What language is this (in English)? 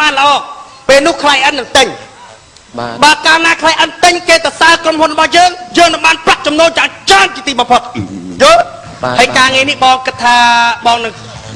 Khmer